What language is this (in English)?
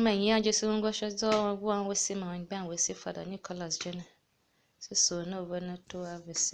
Tiv